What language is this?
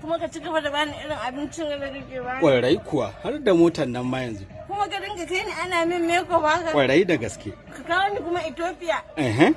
Hausa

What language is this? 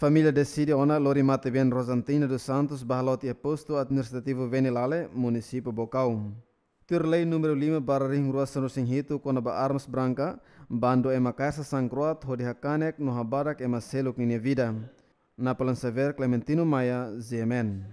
Tetum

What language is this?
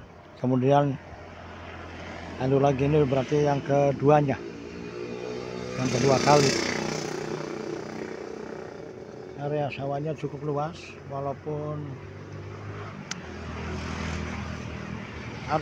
Indonesian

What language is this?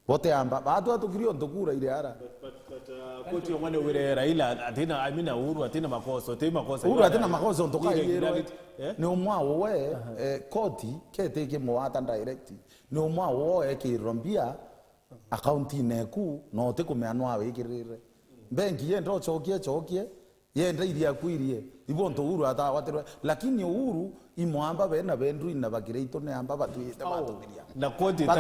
Meru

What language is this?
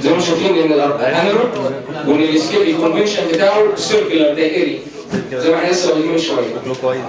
Egyptian Arabic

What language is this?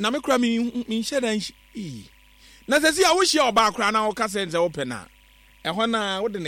Akan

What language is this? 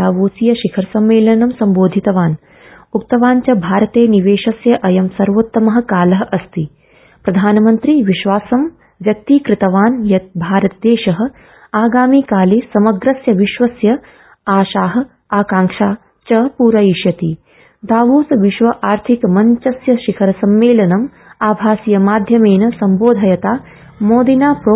Sanskrit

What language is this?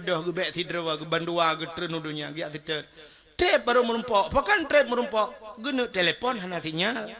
Achinese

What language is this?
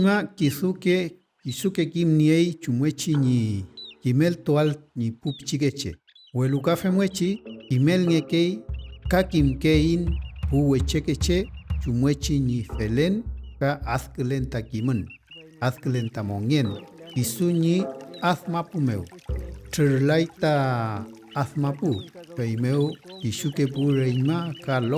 Mapuche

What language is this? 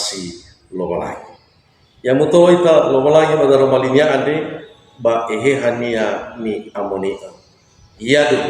Nias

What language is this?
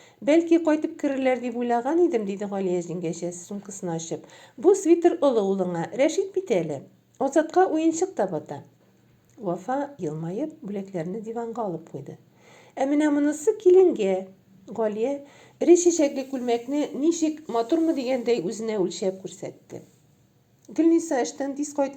Tatar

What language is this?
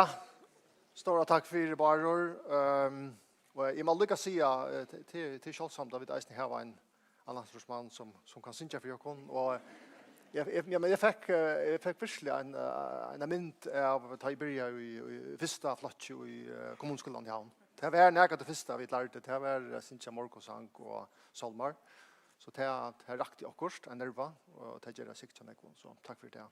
Faroese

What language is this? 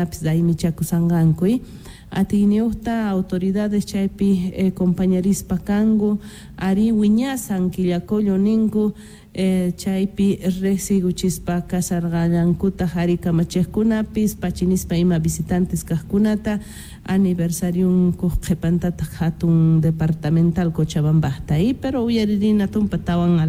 South Bolivian Quechua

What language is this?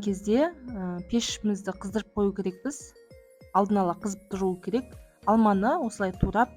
Kazakh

